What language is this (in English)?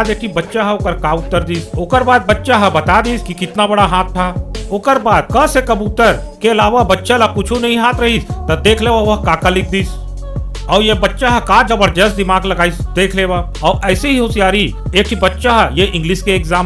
Chhattisgarhi